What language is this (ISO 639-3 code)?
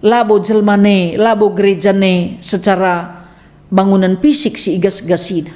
btx